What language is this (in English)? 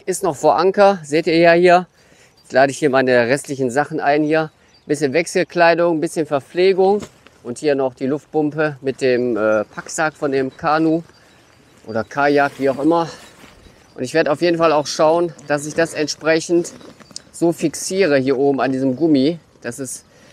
German